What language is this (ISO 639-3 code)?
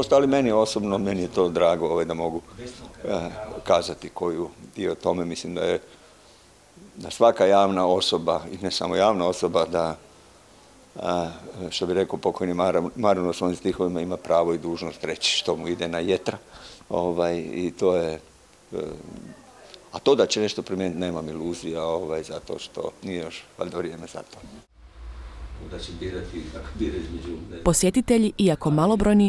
hrv